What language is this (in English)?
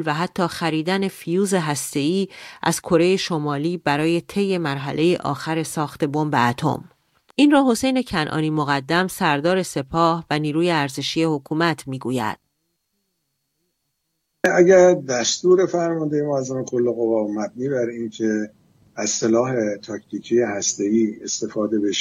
Persian